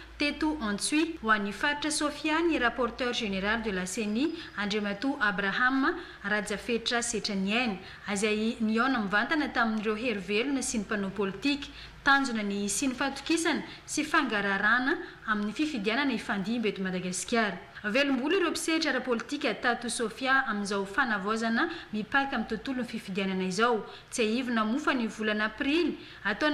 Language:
Malagasy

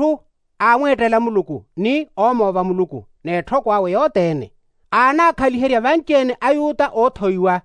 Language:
Makhuwa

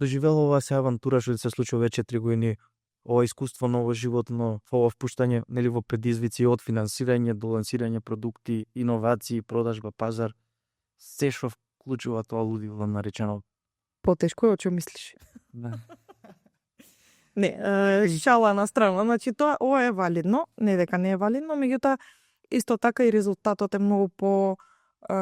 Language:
Macedonian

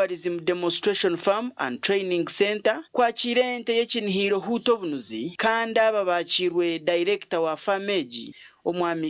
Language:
Nyankole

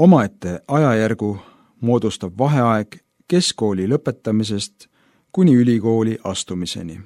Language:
Estonian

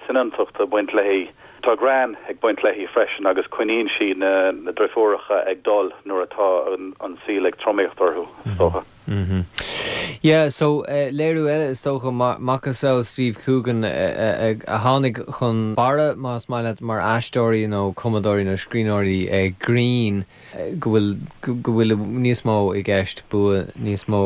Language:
Irish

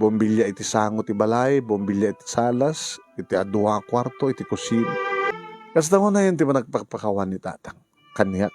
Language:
Iloko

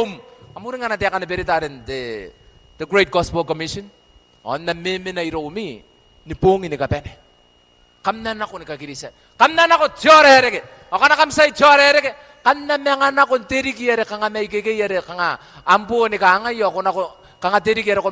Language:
Gilbertese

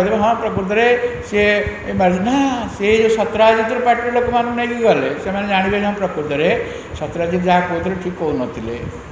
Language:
Odia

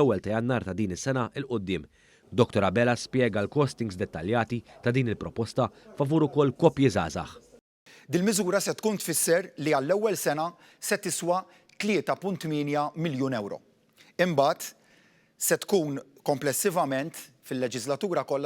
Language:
Maltese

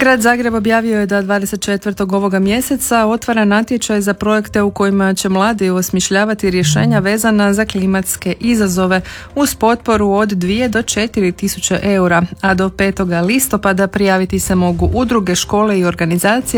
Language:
Croatian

